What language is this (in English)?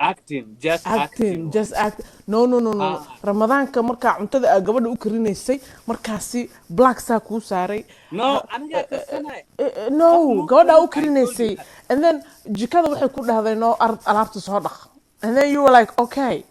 Somali